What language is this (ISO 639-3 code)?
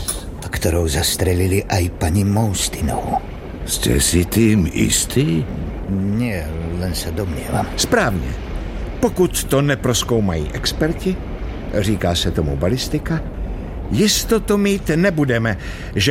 slk